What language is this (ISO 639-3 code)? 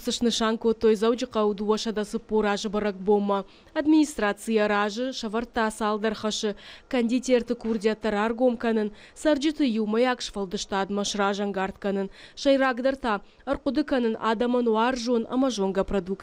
oss